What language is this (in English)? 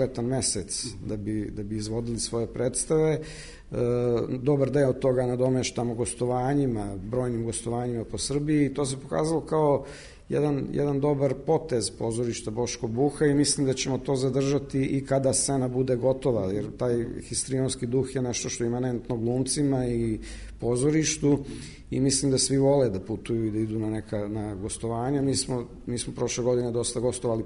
Serbian